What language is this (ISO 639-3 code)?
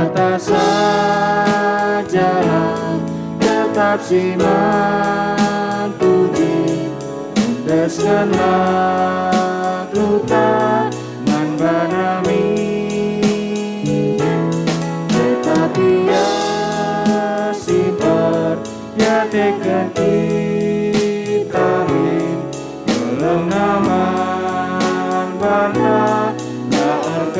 btx